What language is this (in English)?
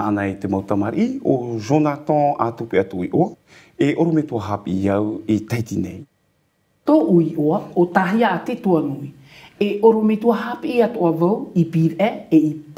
Tahitian